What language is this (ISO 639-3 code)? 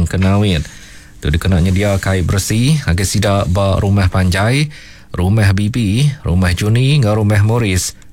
iba